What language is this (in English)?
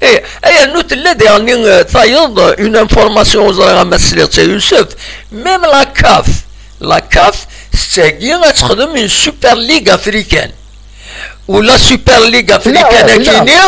Kabyle